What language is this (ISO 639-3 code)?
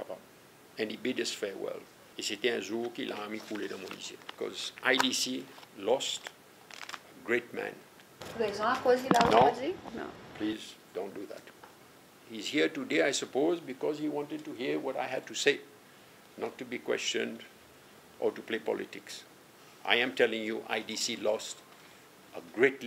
crs